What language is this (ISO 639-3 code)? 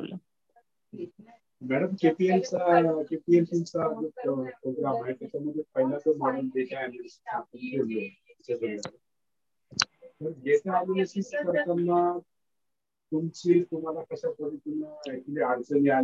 mar